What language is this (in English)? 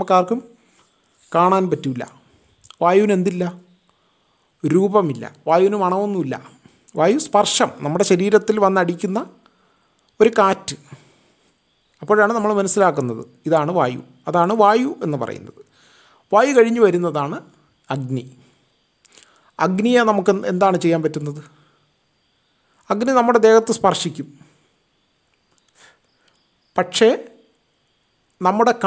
Malayalam